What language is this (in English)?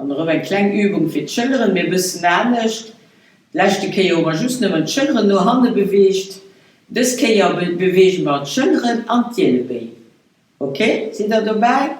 Luxembourgish